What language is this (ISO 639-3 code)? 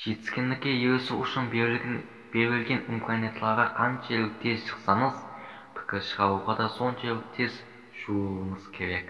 kaa